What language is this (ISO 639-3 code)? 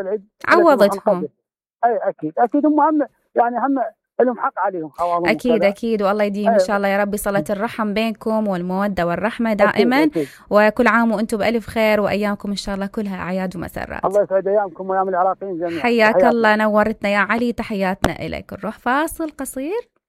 acm